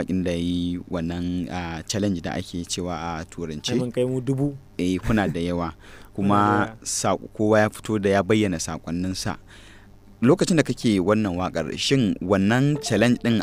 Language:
Hausa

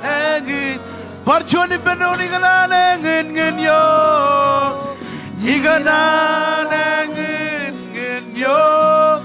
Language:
Marshallese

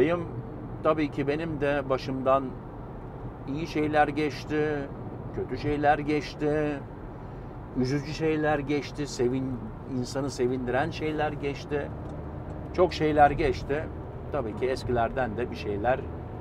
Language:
Turkish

